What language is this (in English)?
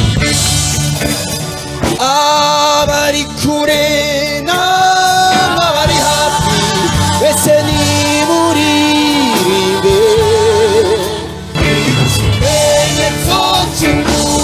Kinyarwanda